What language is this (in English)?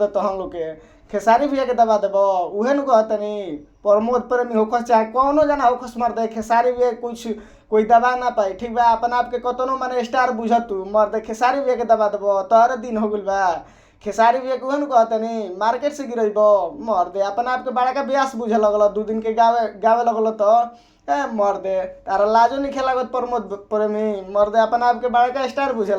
Bhojpuri